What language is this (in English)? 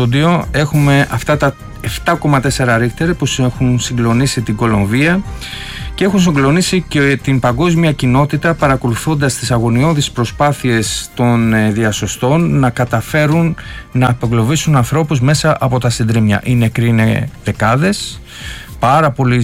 Greek